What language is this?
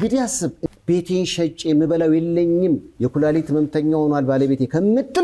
Amharic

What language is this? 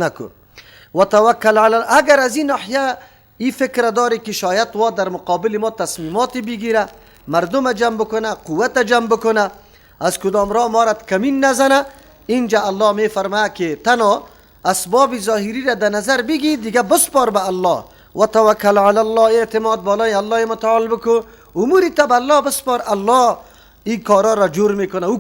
Persian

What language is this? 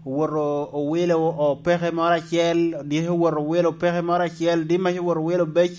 Lango (Uganda)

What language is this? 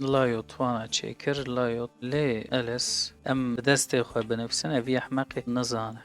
Kurdish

